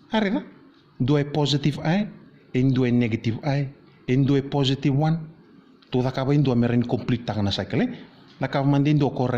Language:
Fijian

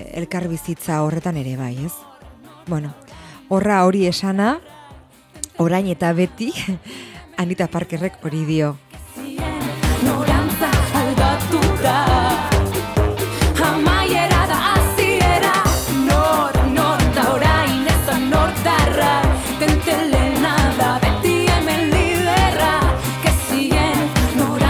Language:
Basque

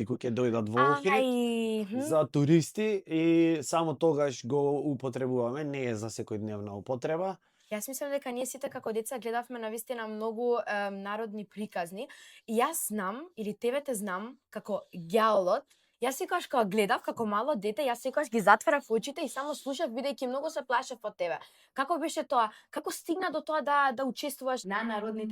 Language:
Macedonian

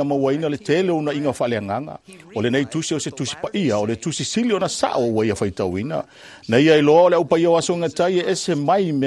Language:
Samoan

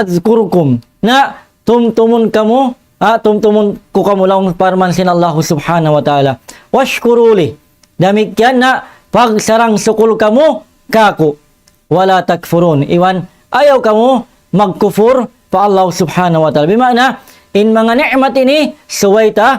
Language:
Tausug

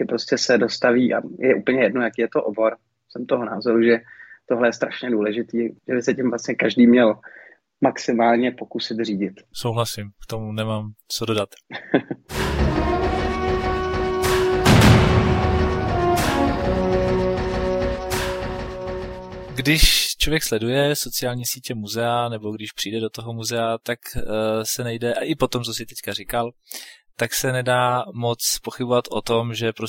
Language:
Czech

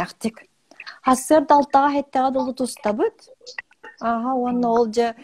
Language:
Yakut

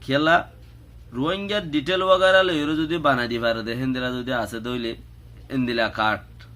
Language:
Rohingya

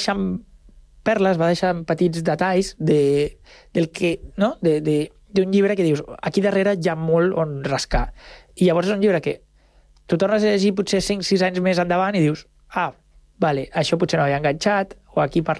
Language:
Catalan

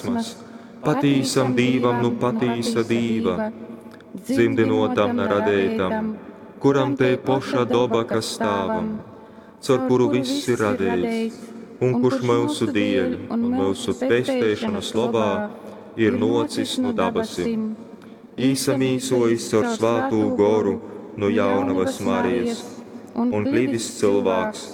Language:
Latgalian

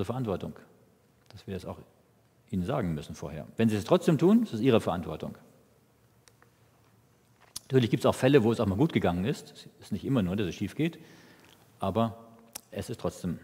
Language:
German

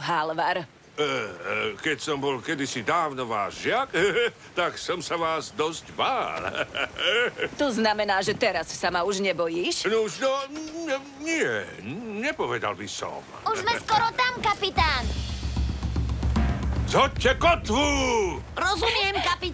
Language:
Slovak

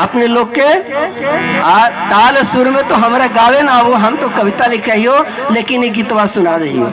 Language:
Magahi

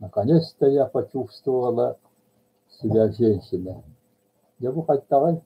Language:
Yakut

